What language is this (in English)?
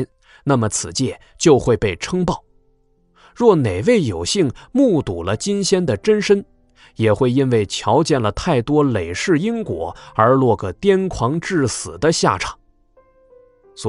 Chinese